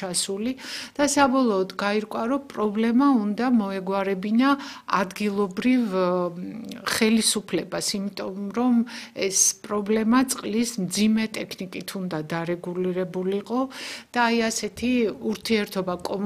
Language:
Georgian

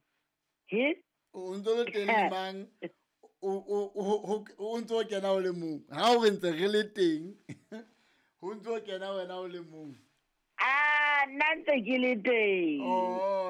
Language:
Southern Sotho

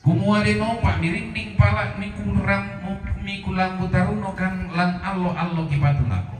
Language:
Toraja-Sa'dan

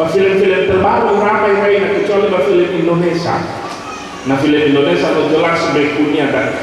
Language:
Nias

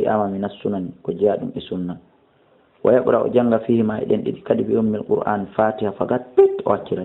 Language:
Fula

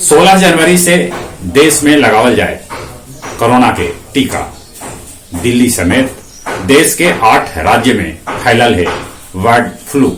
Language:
Magahi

